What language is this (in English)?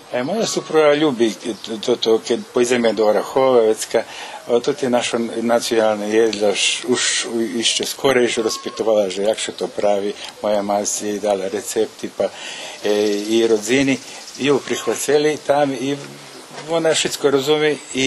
Rusyn